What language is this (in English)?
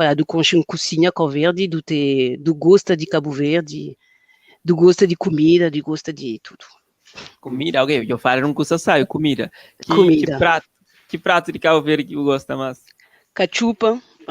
Kabuverdianu